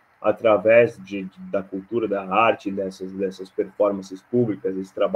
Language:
Portuguese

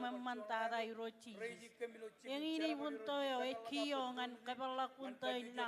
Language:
Marshallese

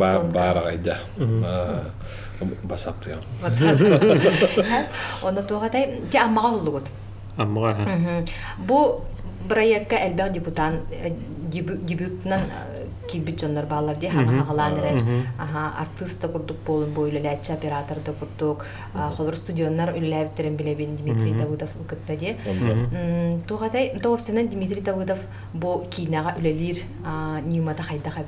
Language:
Yakut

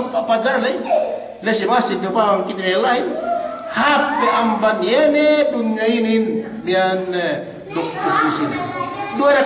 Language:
Yakan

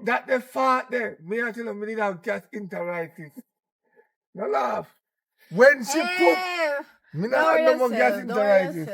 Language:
Jamaican Creole English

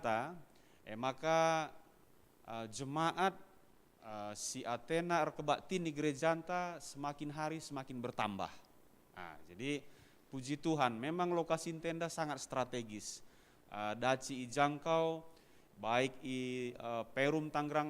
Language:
Batak Karo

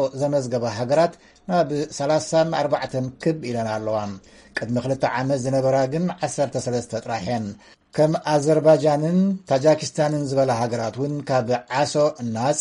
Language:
Tigrinya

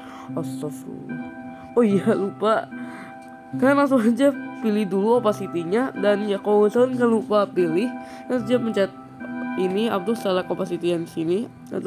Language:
Indonesian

